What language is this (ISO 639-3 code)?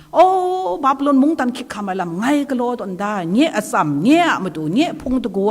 kac